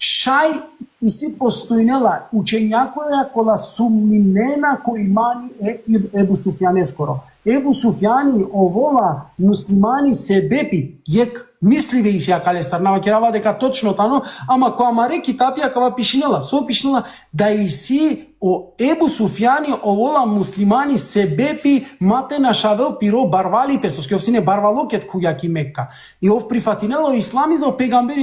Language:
Balkan Romani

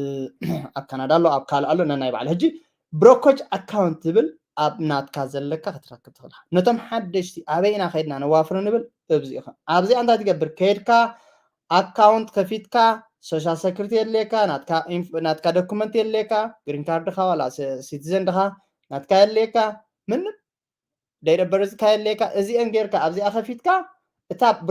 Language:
Tigrinya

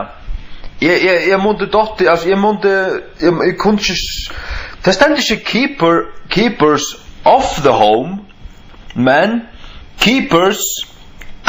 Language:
Faroese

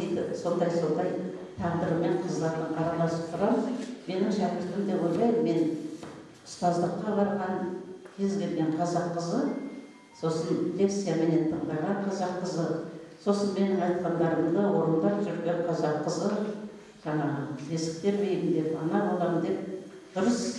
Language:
Kazakh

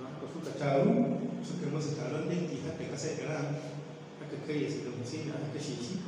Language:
Hausa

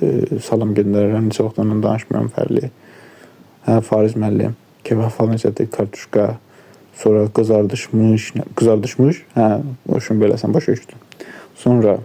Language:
Azerbaijani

